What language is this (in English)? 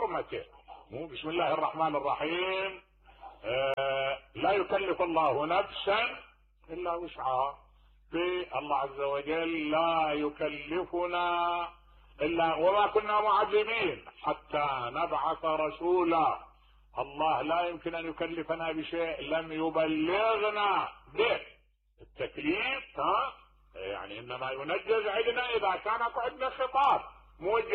Mesopotamian Arabic